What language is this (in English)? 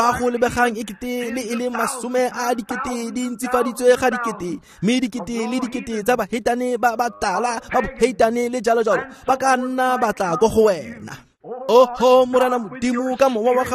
Tswana